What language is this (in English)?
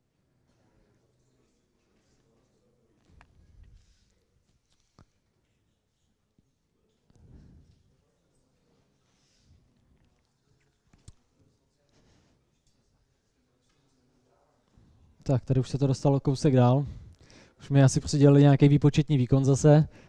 Czech